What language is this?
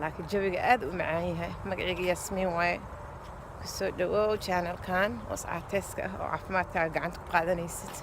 Somali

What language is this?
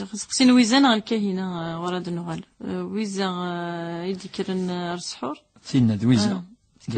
Kabyle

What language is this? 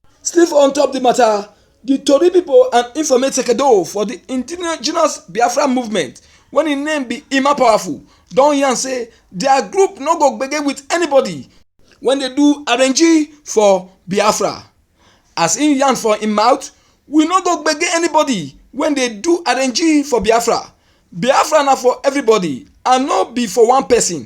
Nigerian Pidgin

